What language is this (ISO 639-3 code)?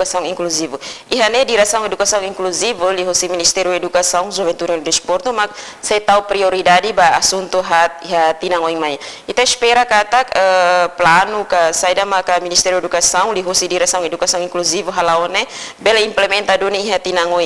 tet